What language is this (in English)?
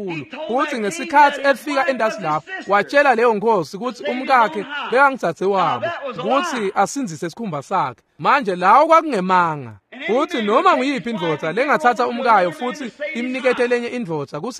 Swati